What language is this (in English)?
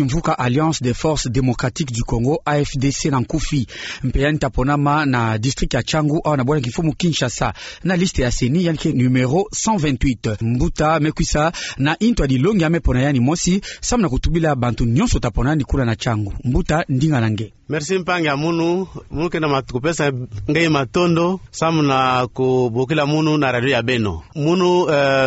Kituba (Democratic Republic of Congo)